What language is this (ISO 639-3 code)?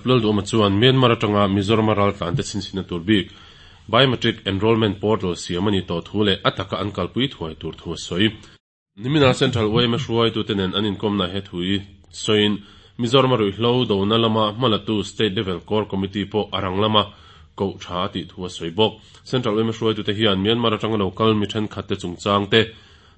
lus